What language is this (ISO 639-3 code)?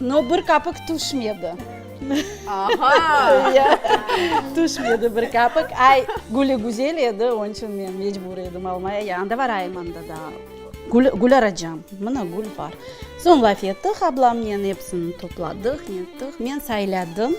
crh